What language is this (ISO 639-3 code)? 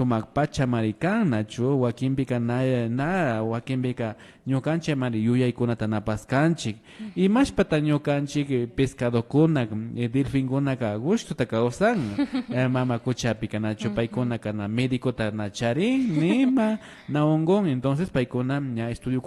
qvi